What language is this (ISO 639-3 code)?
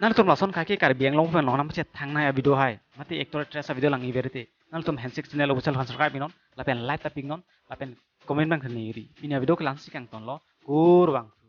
mjw